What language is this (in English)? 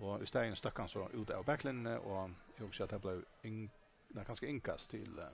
Faroese